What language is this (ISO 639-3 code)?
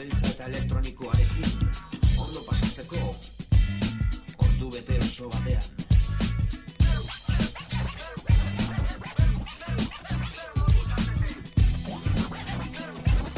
eus